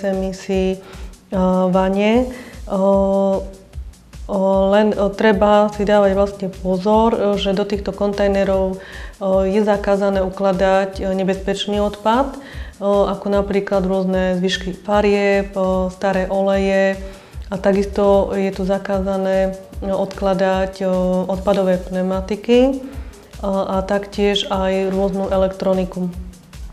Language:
Slovak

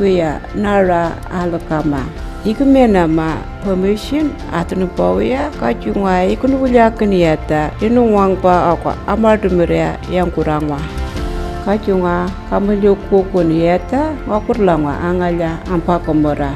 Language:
Anindilyakwa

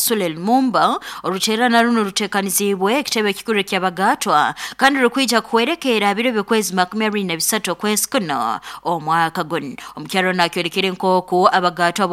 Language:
Nyoro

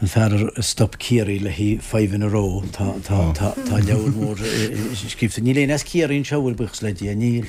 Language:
Irish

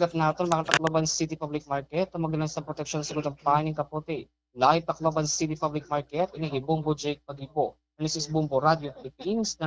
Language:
Waray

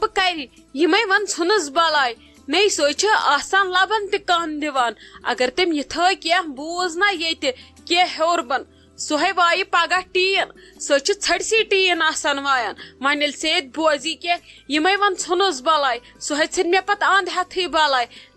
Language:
Kashmiri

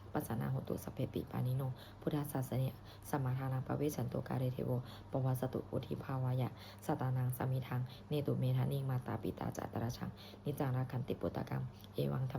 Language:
Pali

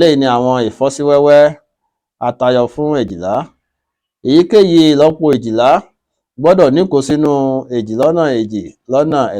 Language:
Yoruba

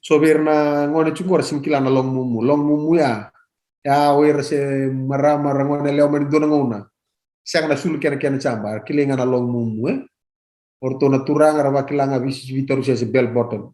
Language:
Fijian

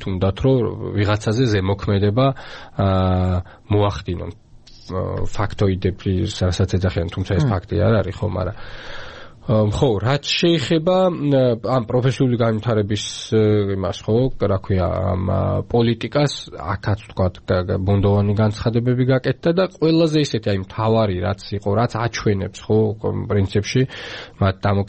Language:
Georgian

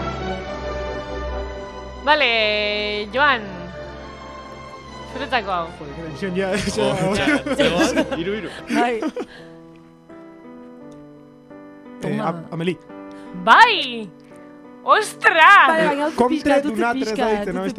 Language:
Basque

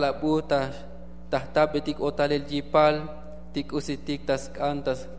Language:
Tzotzil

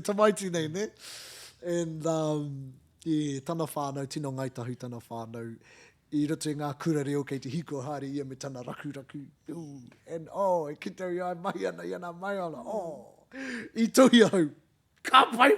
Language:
Māori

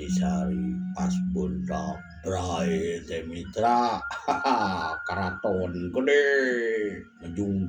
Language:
Sundanese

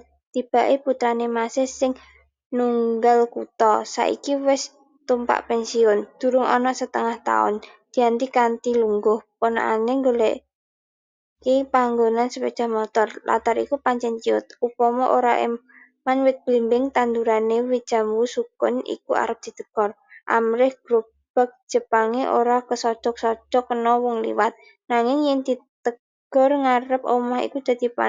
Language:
Javanese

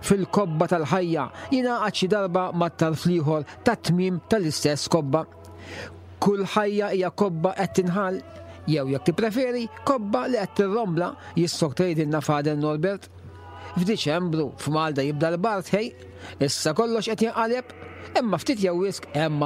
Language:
Maltese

